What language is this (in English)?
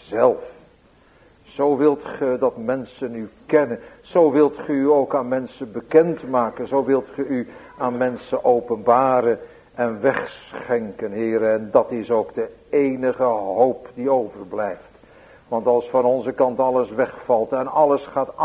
Dutch